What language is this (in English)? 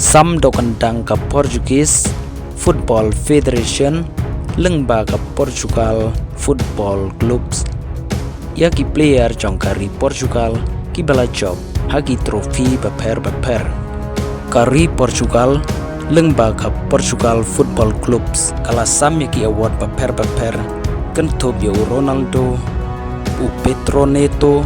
Khasi